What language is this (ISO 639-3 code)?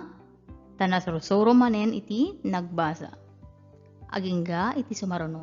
ilo